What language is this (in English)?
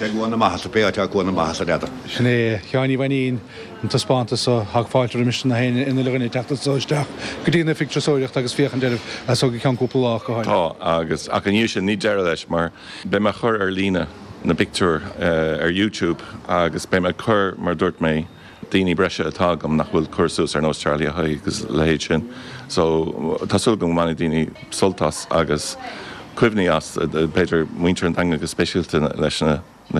Irish